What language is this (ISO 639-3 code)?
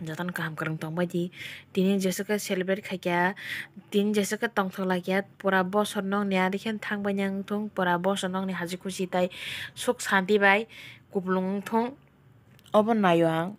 trp